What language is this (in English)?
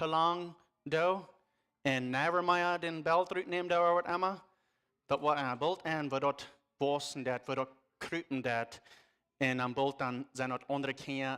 Plautdietsch